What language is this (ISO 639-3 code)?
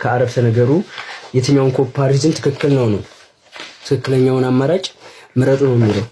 amh